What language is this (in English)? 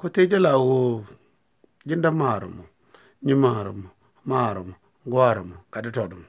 Nuer